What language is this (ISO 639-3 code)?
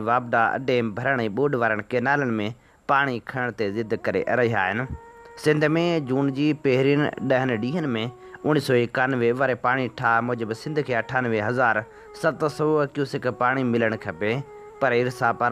snd